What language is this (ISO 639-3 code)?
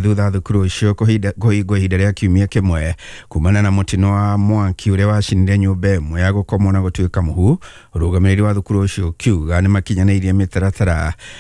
kik